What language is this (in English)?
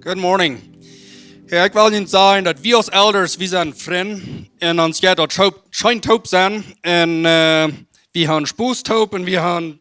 Plautdietsch